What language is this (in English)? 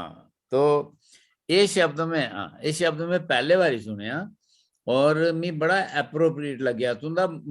Dogri